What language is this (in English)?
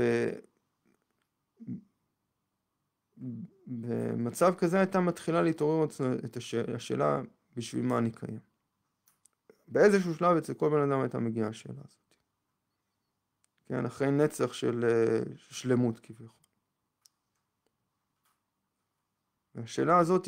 Hebrew